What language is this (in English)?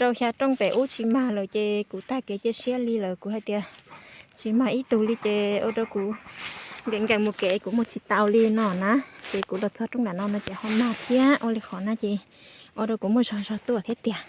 Hmong